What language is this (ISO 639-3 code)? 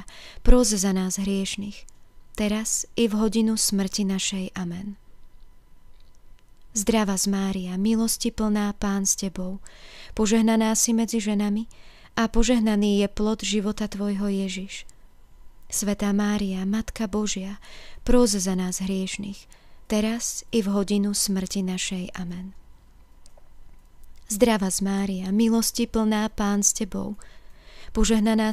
slk